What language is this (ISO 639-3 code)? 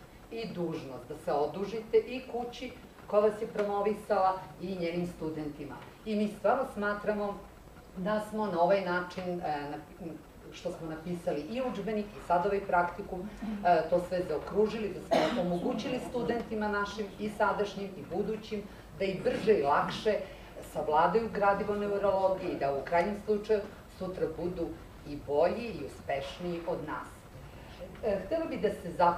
srp